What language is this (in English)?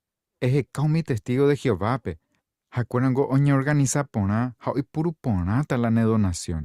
Guarani